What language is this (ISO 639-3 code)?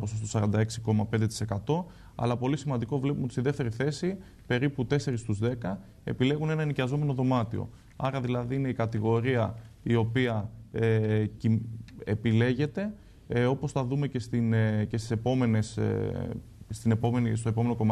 ell